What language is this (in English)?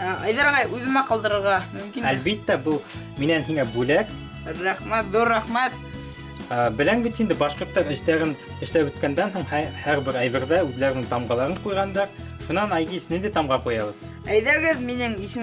Bashkir